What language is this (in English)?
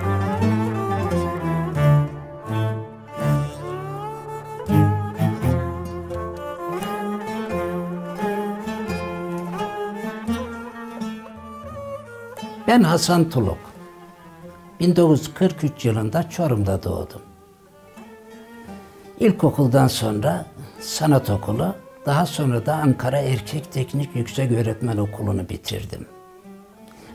Turkish